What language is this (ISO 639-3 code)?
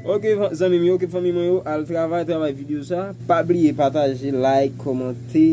hat